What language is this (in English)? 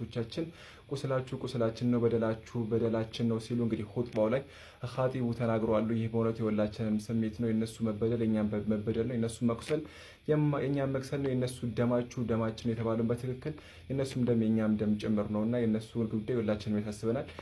Amharic